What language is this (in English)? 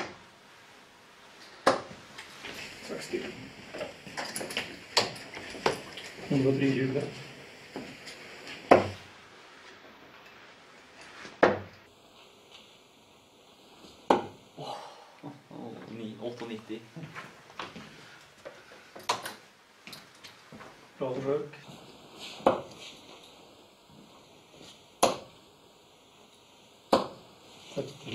Norwegian